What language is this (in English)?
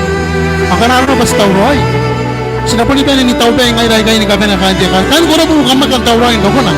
Gilbertese